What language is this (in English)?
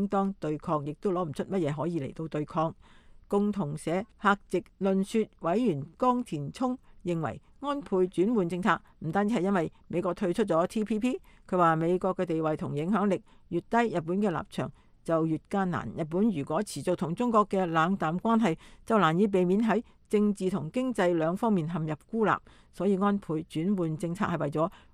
Cantonese